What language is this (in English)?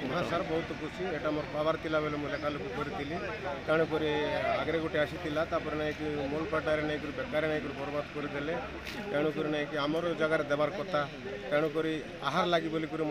Odia